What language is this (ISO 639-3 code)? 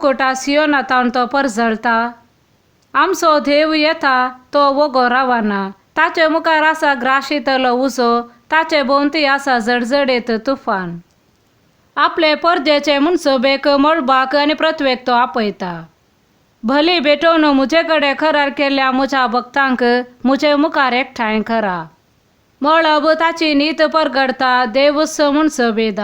kok